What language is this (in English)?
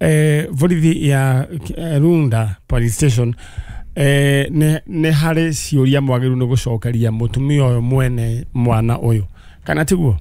Kikuyu